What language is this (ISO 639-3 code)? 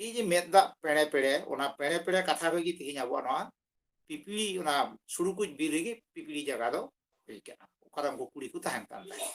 sat